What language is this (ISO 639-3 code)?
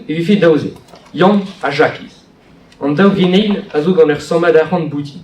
bre